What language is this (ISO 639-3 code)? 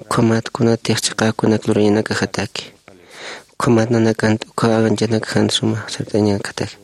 aym